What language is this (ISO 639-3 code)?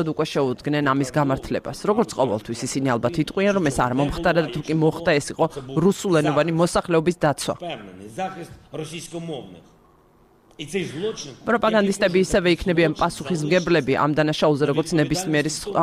kat